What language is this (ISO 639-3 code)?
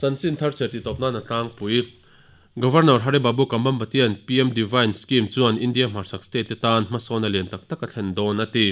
lus